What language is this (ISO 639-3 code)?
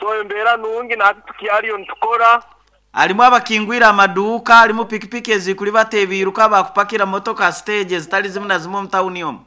nyo